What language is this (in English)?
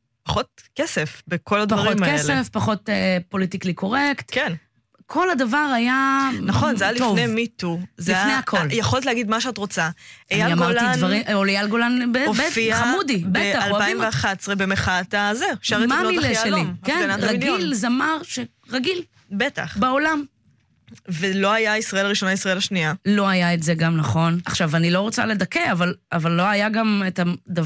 Hebrew